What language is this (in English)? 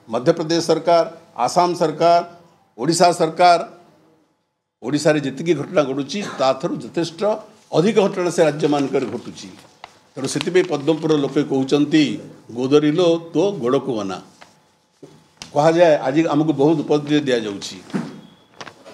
Odia